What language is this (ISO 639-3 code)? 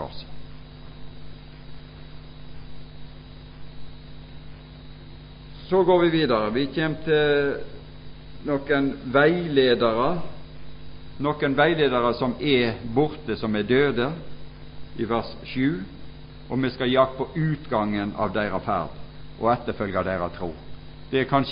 nor